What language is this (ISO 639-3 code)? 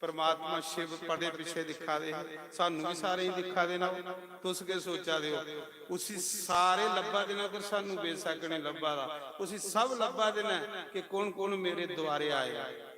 doi